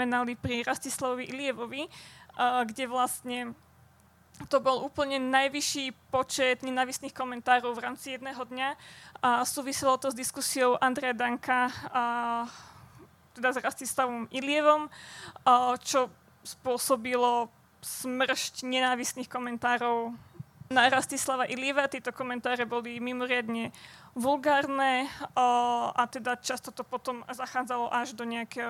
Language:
Slovak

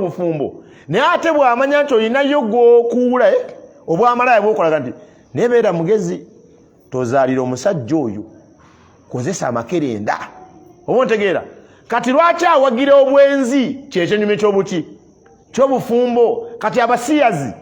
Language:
Ganda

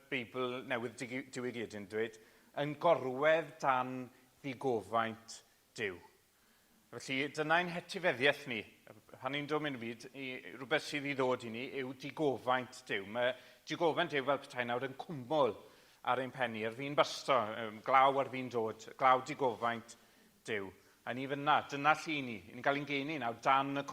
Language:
Welsh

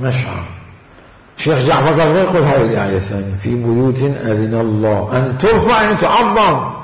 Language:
Mesopotamian Arabic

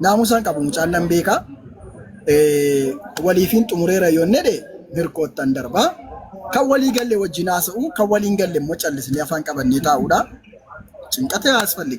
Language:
Oromo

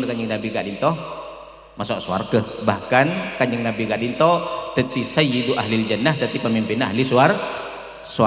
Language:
Madurese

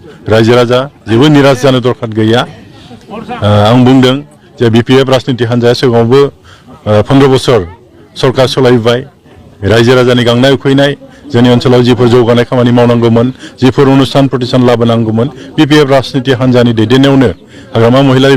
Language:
Bodo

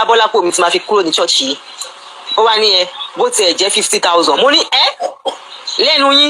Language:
Yoruba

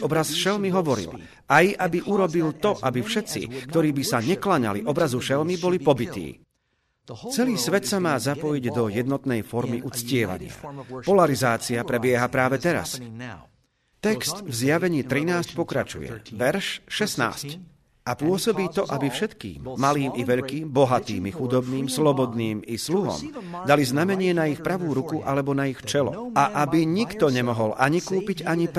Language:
Slovak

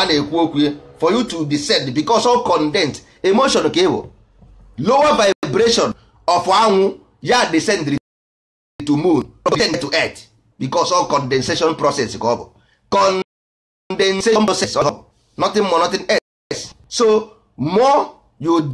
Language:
Igbo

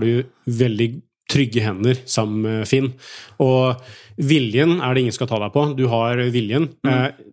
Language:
Norwegian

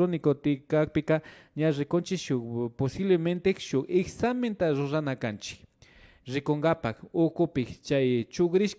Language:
Imbabura Highland Quichua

